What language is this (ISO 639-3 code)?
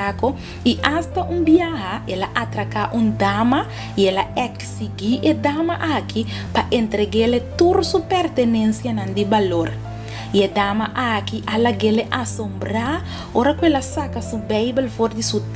pap